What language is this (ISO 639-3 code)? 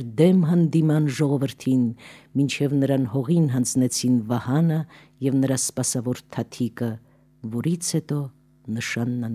hye